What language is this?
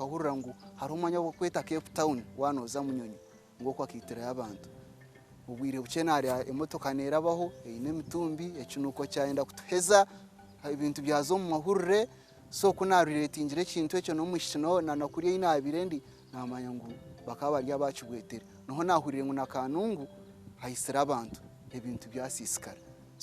Nyankole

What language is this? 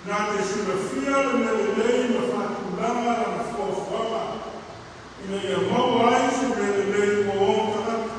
Samoan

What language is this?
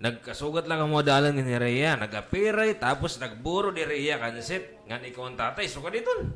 Waray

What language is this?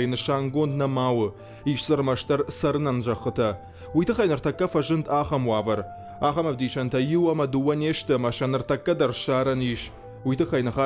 Ossetic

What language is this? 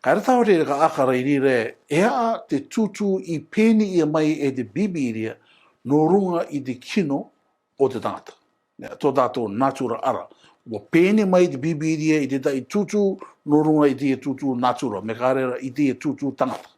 Rarotongan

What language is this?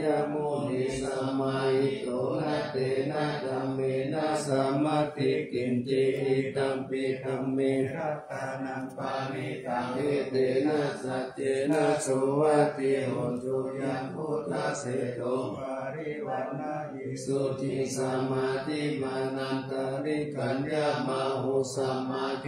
Pali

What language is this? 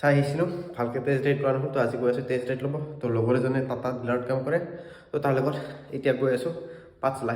Assamese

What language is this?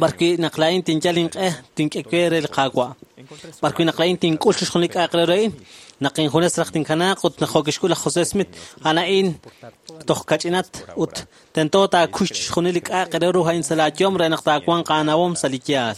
Kekchí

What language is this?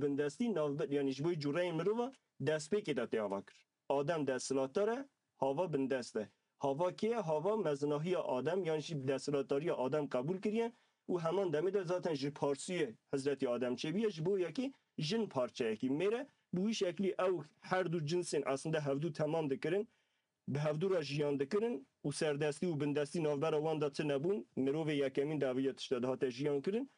Kurdish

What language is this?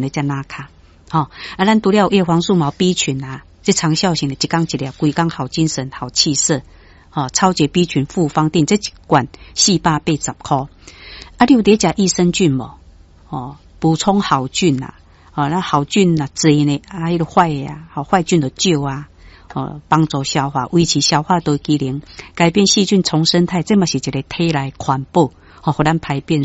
Min Nan Chinese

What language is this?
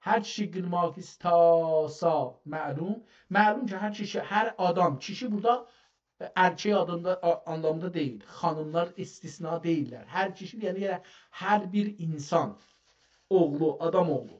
South Azerbaijani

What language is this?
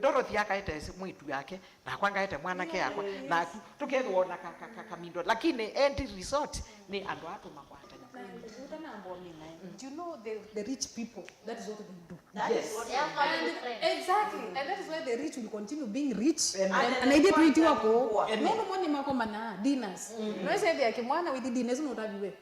Kamba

